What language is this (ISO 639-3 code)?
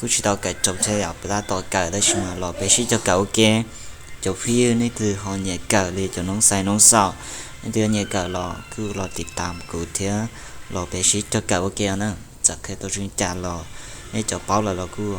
hmn